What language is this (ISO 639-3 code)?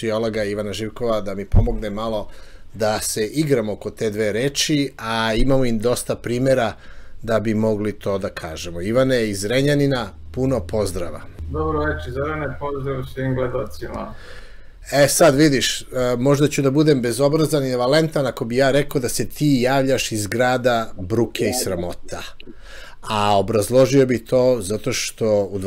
srp